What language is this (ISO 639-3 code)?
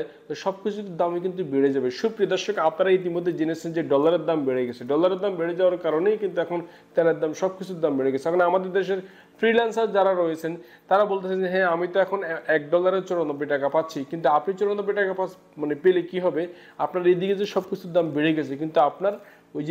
ben